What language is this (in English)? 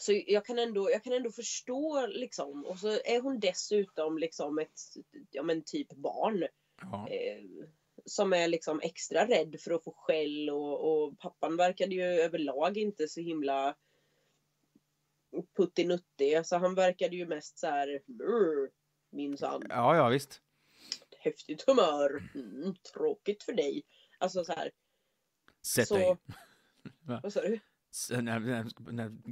Swedish